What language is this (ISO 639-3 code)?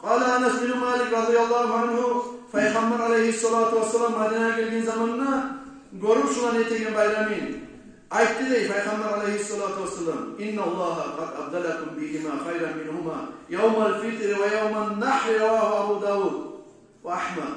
kum